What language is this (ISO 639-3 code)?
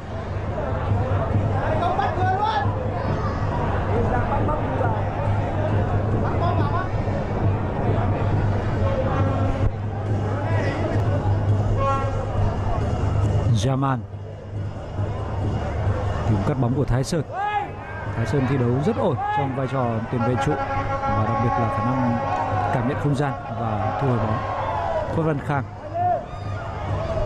vie